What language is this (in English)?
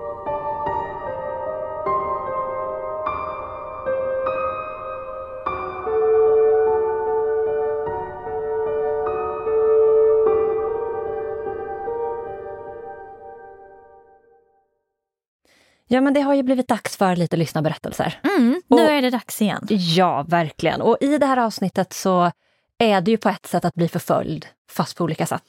Swedish